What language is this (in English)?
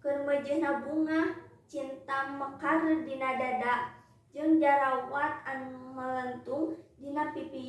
Sundanese